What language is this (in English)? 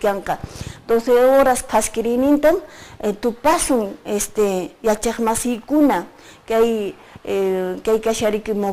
Quechua